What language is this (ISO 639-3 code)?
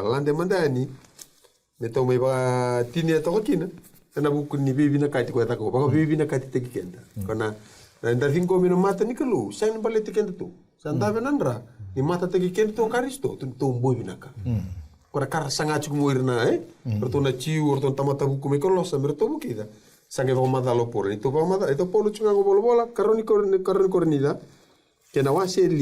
fij